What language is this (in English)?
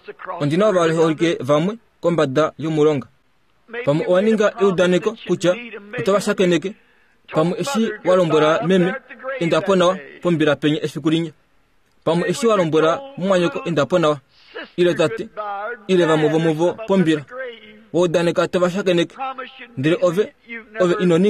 Kuanyama